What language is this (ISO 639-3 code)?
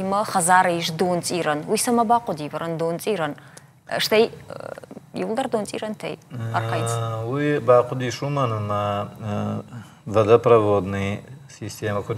oss